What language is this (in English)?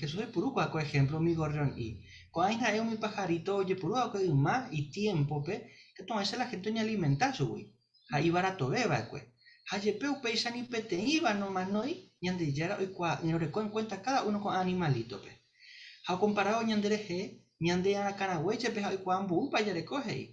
Guarani